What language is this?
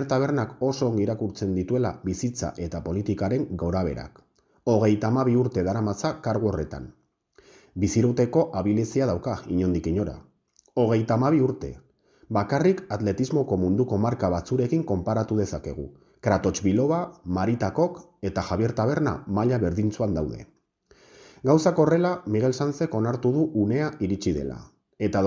Basque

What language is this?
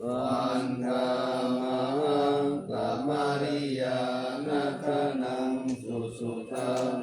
Pali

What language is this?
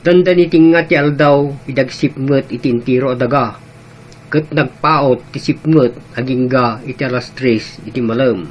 Iloko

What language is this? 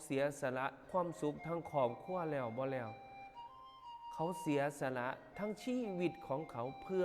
Lao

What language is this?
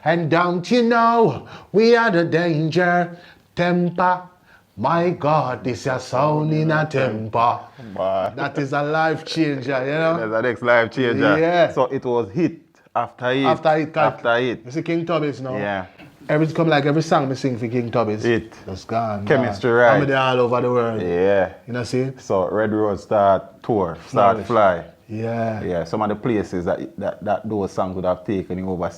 Jamaican Creole English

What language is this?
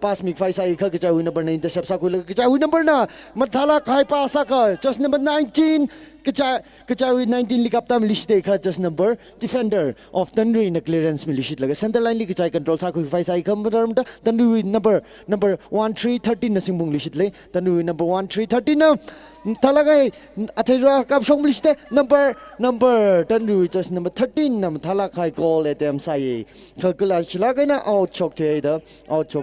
Tangkhul Naga (India)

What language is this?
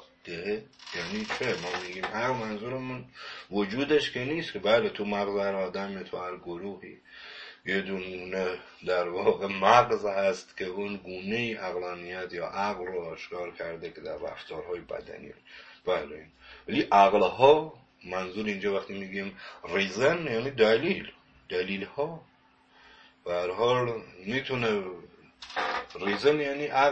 Persian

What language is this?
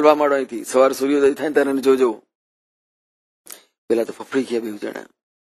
Gujarati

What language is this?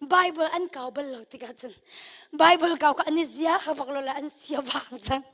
Hakha Chin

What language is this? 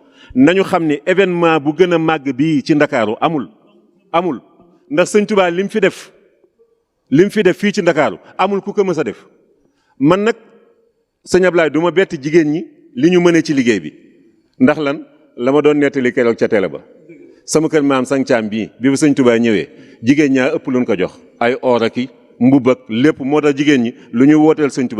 Wolof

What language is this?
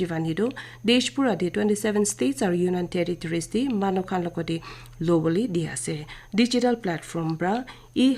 Naga Pidgin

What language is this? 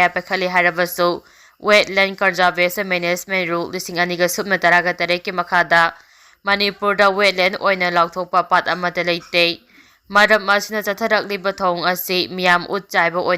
Manipuri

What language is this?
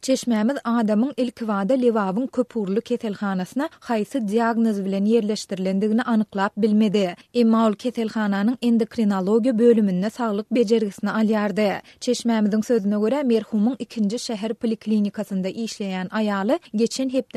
Turkmen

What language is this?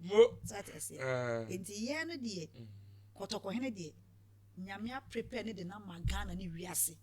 Akan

